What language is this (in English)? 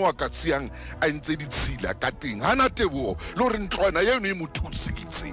Southern Sotho